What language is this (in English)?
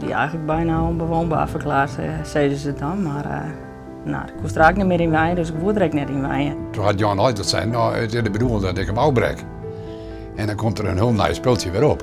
Western Frisian